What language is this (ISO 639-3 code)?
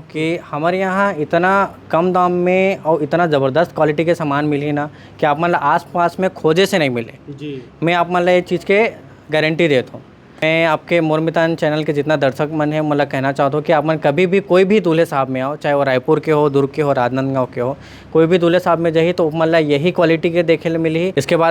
hne